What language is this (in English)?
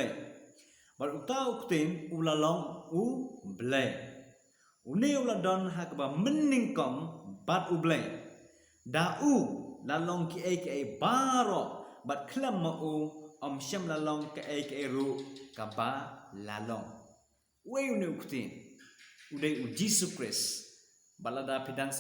Khasi